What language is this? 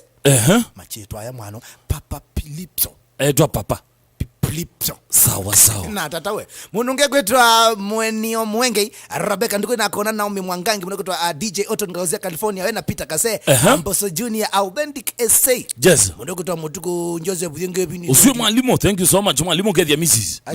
Kamba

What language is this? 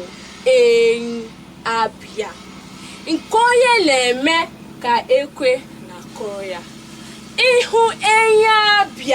Igbo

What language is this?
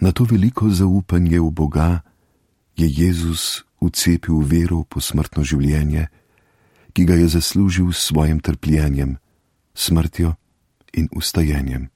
Slovenian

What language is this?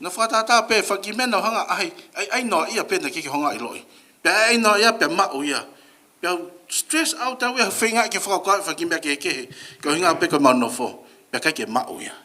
Tongan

